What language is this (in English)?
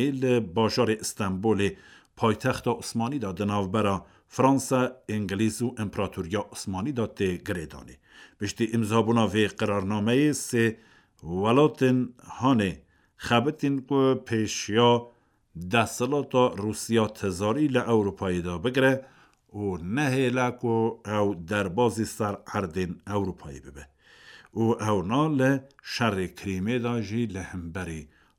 Kurdish